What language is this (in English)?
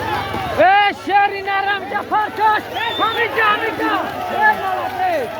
Tajik